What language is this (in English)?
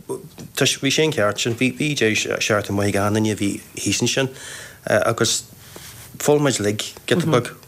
Irish